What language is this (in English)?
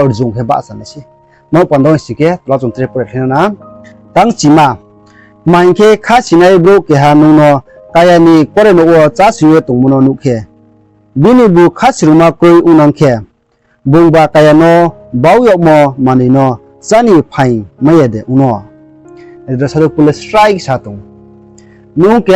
Riang (India)